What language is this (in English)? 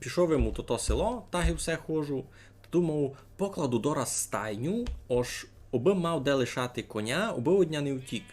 Rusyn